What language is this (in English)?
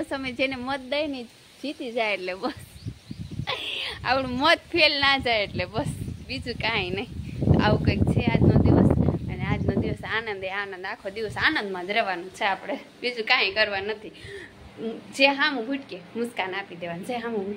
Gujarati